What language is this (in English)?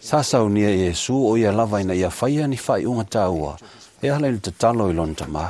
Samoan